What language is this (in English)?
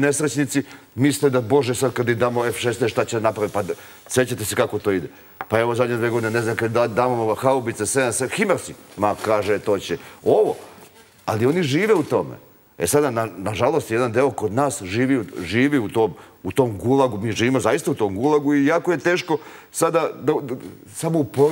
Serbian